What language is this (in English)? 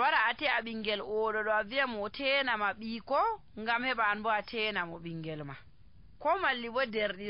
Nigerian Fulfulde